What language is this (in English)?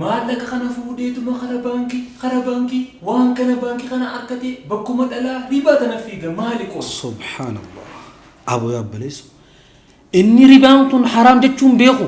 Oromo